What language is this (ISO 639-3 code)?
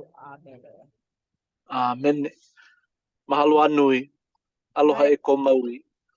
haw